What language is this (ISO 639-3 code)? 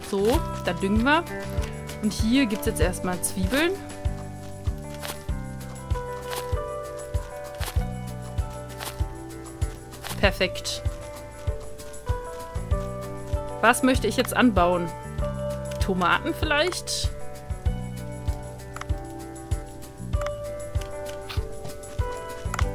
deu